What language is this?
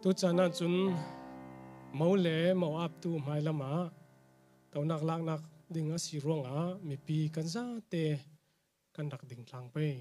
Falam Chin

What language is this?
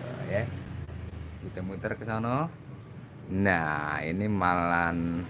Betawi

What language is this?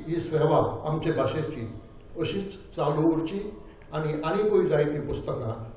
Konkani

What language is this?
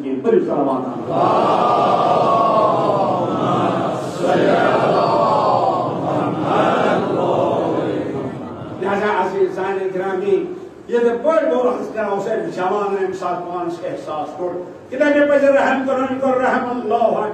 Kashmiri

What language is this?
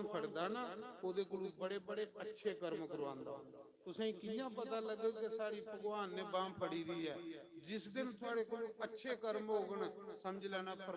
Dogri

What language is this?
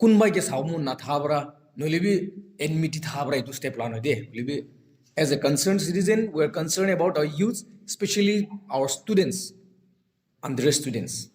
Naga Pidgin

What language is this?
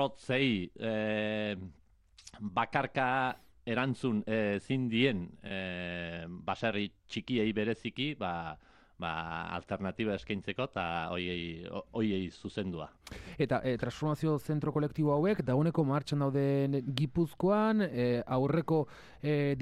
Basque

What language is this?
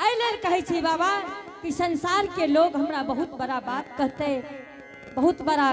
Angika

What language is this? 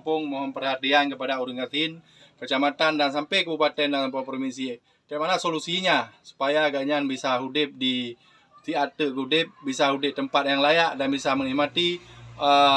Achinese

